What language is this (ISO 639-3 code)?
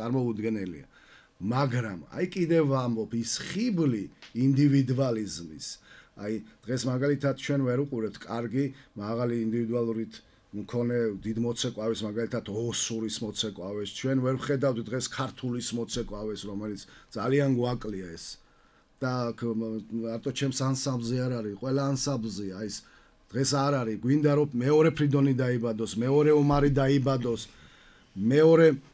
kat